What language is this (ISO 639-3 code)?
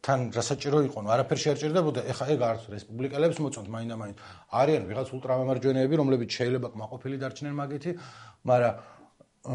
kat